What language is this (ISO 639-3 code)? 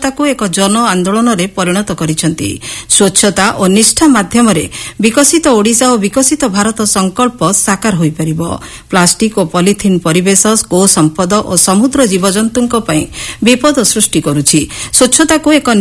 ori